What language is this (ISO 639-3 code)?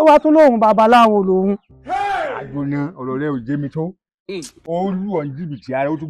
yor